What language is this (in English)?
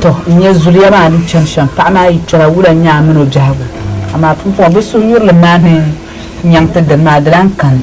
Dagbani